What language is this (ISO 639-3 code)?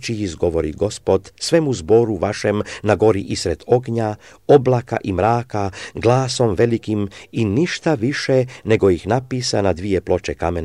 srp